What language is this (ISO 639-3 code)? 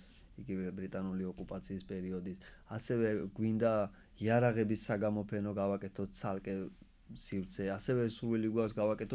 kat